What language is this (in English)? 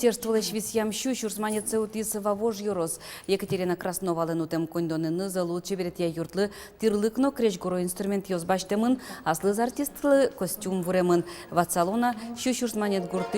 Udmurt